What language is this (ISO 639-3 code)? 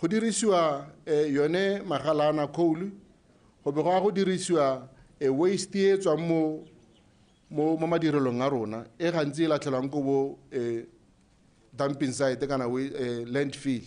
tsn